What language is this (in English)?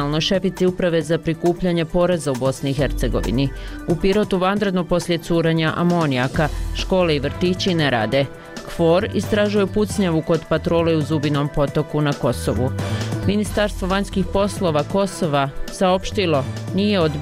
Bosnian